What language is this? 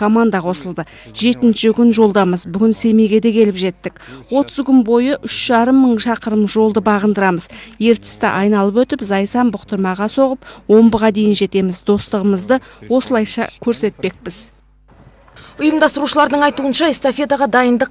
Kazakh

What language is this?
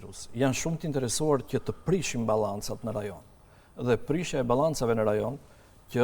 Albanian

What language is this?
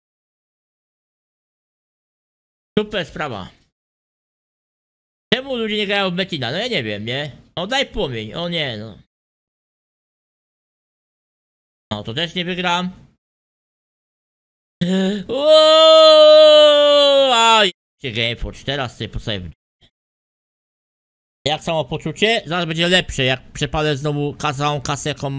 Polish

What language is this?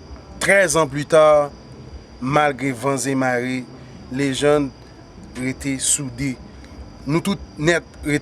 Haitian Creole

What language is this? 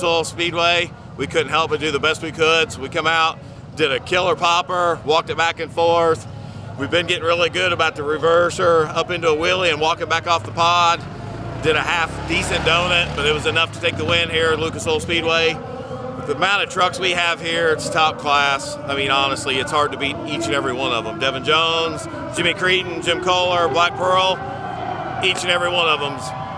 English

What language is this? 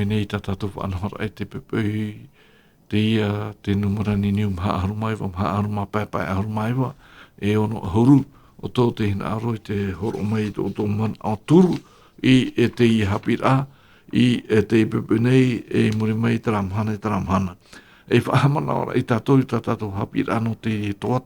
Tahitian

